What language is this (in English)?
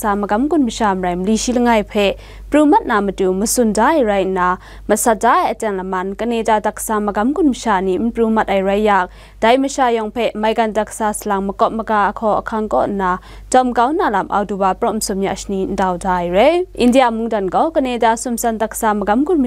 Kachin